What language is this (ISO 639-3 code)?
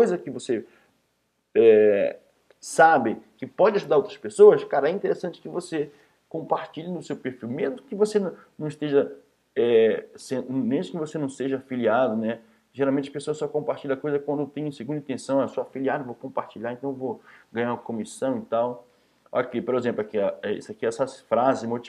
por